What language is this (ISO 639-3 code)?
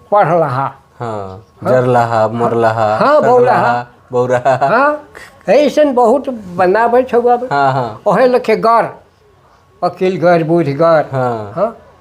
sck